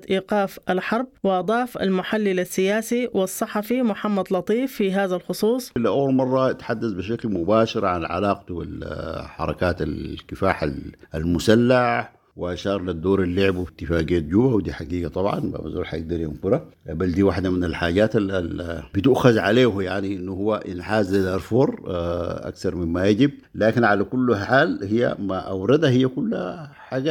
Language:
Sudanese Arabic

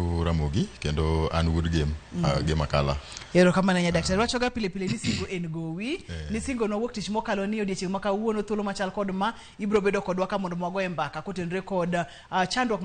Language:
Luo (Kenya and Tanzania)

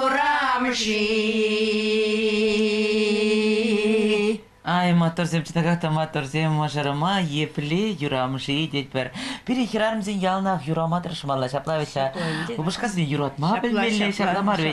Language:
Chuvash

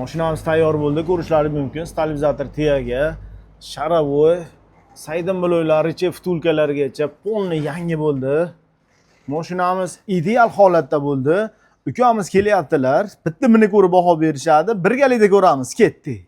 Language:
Uzbek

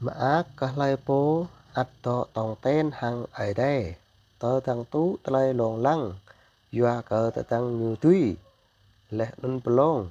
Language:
Jarai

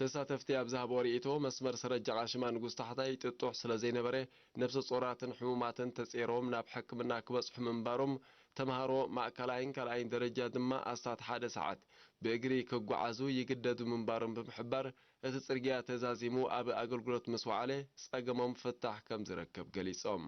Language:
Tigrinya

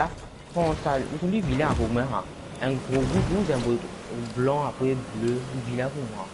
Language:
Morisyen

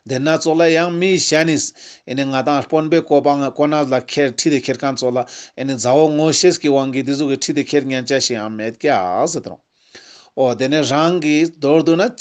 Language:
Ladakhi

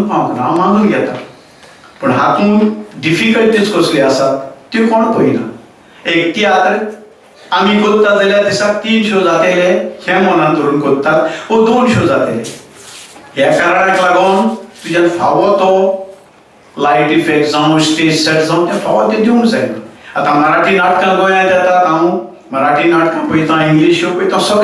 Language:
Konkani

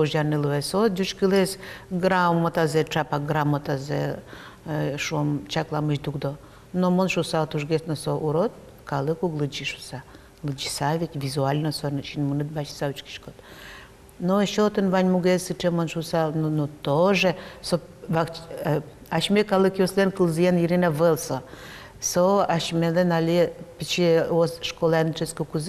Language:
Udmurt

